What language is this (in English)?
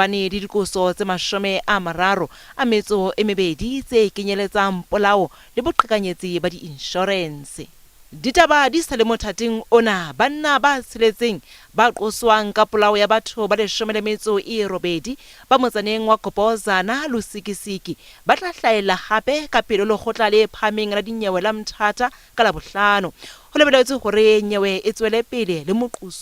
Southern Sotho